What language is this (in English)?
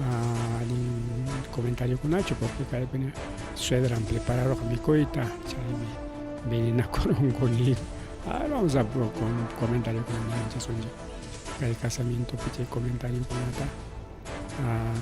Ayacucho Quechua